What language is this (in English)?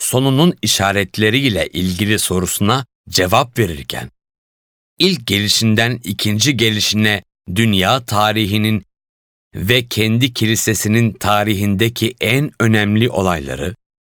Turkish